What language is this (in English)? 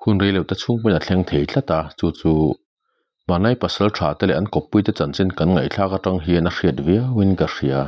Mizo